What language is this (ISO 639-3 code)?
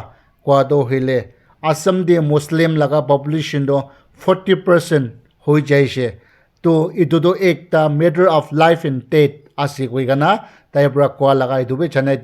nag